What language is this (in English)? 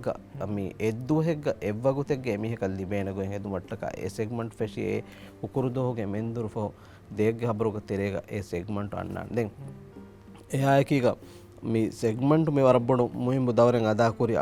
Divehi